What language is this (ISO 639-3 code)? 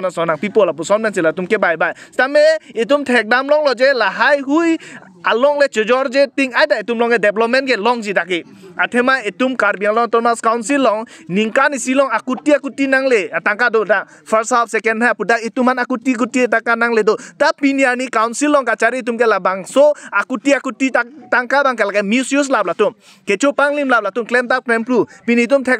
mjw